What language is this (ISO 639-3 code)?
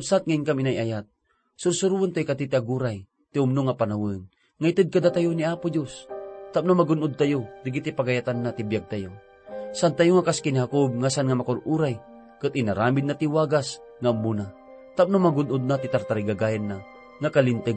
ilo